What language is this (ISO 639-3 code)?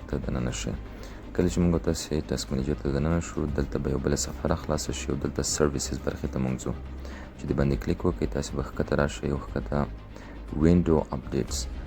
pus